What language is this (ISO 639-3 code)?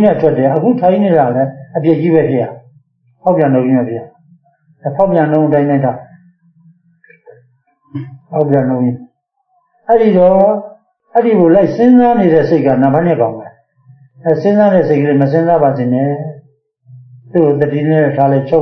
mya